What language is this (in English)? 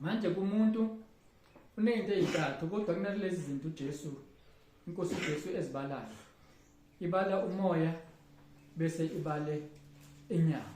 Zulu